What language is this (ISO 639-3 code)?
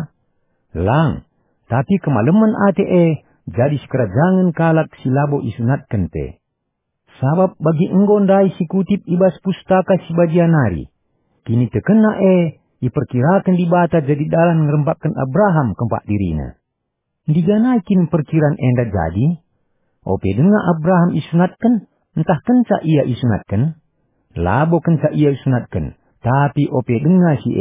btx